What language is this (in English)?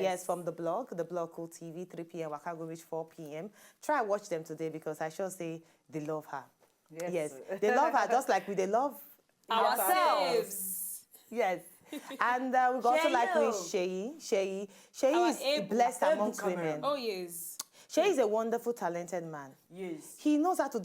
Nigerian Pidgin